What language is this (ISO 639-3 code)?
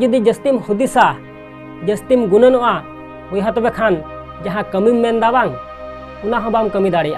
sat